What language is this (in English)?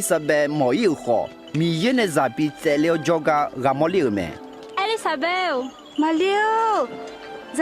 Akha